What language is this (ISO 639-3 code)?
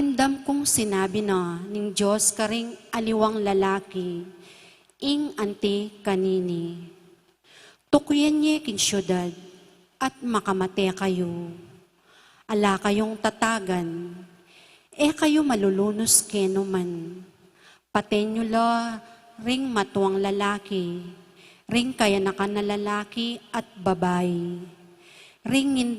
pam